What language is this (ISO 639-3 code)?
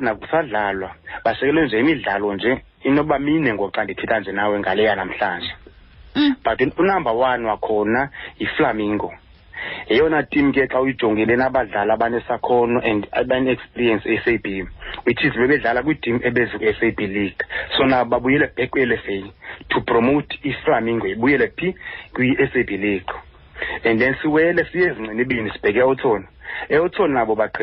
xho